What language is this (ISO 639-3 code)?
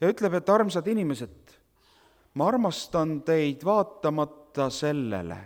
est